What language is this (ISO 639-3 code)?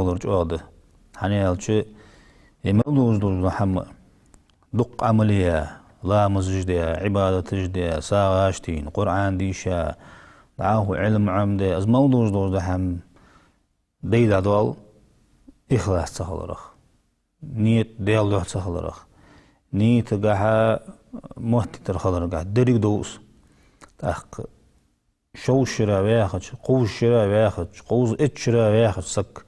inh